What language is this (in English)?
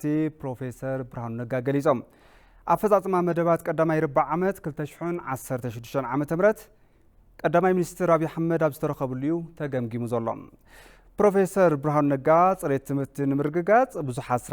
Tigrinya